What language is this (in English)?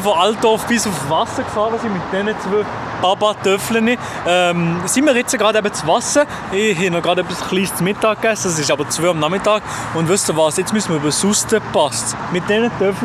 Swiss German